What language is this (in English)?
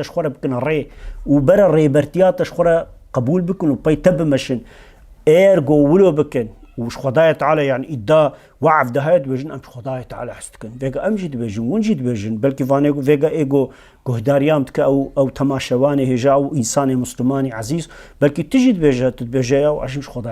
Kurdish